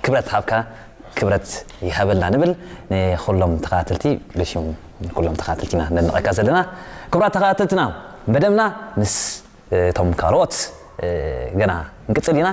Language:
Tigrinya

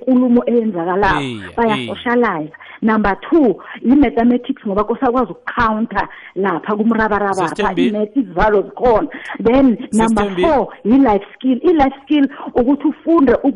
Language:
South Ndebele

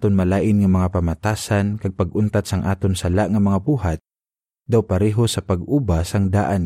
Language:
Hiligaynon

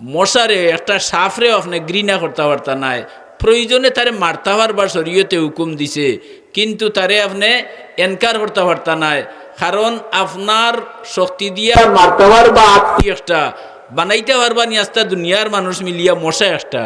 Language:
Sylheti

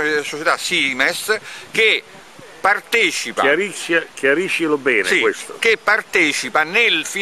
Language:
Italian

